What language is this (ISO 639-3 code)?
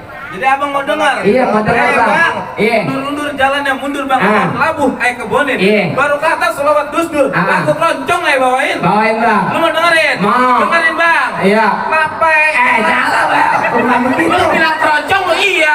bew